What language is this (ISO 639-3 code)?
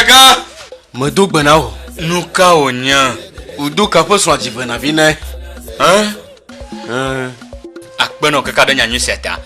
ewe